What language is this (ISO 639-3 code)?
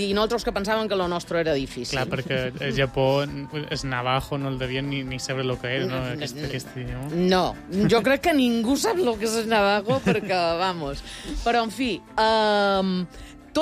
cat